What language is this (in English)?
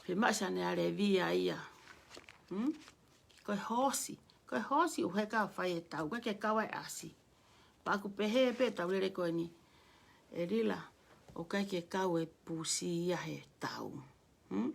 Tongan